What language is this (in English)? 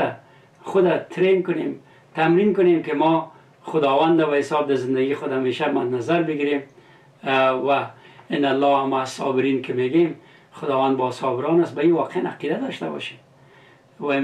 Persian